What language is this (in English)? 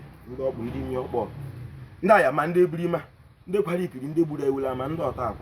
Igbo